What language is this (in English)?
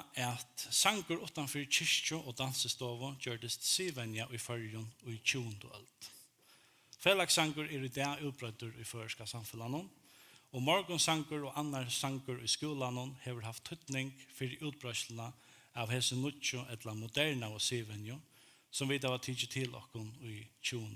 Faroese